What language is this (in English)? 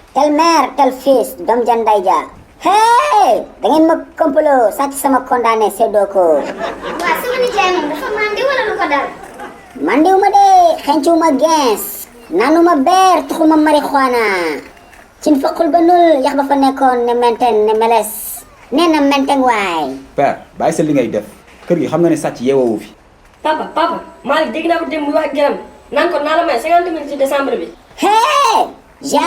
Wolof